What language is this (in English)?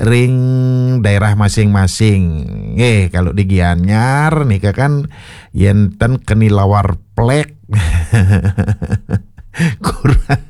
Balinese